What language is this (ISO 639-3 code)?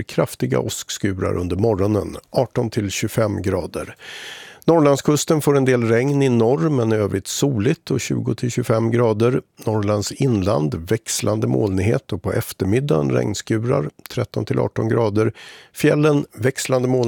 swe